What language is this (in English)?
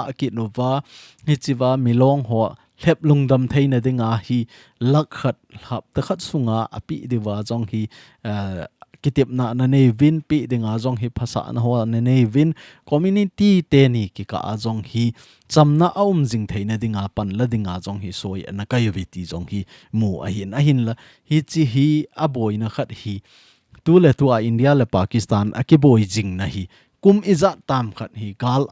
Thado Chin